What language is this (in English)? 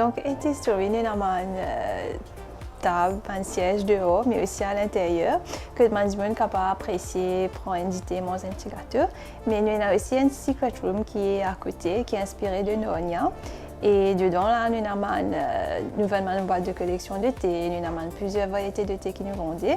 Morisyen